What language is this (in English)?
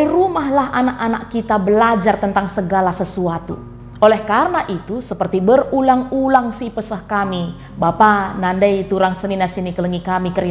Batak Karo